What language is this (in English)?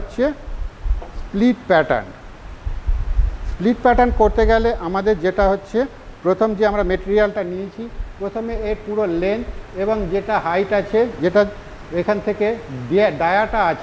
Bangla